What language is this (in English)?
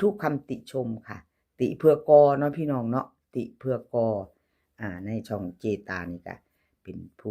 Lao